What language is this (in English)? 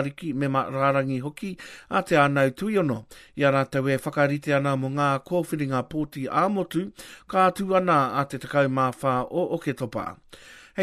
Māori